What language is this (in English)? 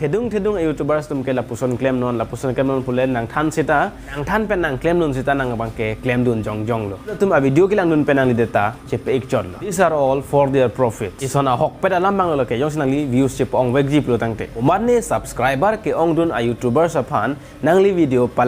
Karbi